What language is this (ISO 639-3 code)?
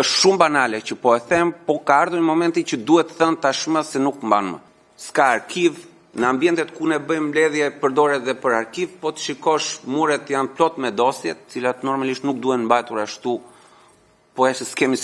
sqi